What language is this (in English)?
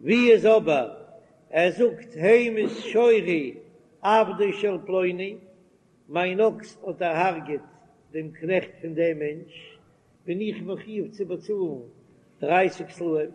Yiddish